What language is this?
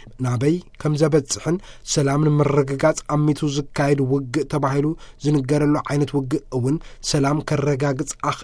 Tigrinya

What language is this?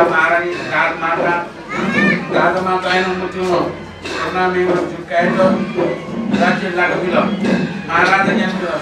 Newari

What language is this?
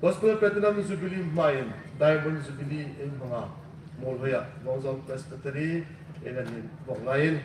Hmar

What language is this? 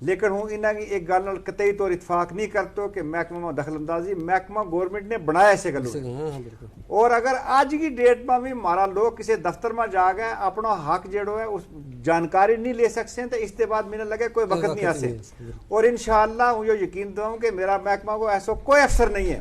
Gujari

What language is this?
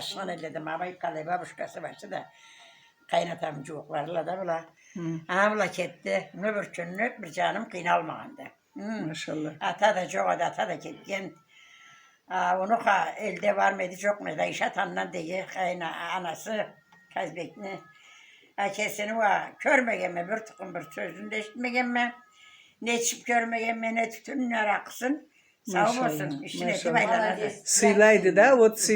Karachay-Balkar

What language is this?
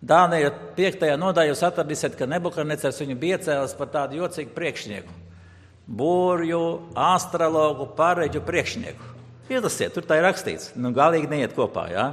Latvian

